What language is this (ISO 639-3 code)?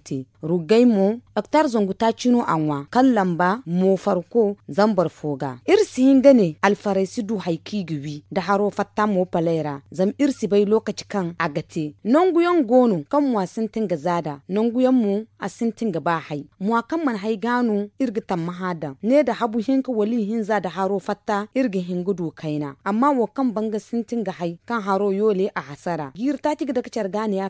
dje